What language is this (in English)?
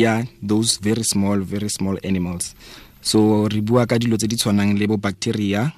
Tswana